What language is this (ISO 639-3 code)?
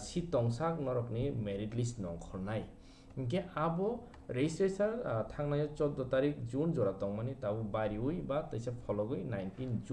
trp